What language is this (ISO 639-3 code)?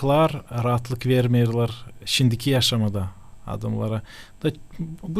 gag